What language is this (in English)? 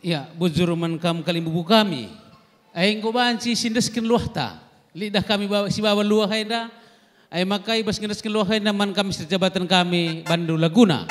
Batak Karo